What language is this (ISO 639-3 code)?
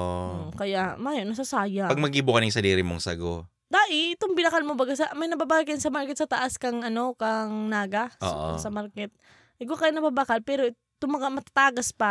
bik